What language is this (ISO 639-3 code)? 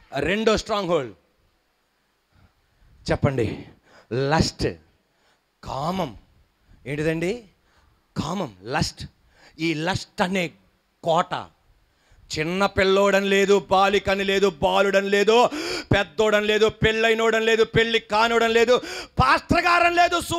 tel